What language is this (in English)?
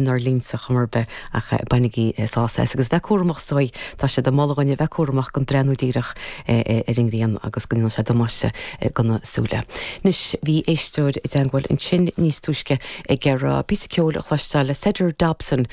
Irish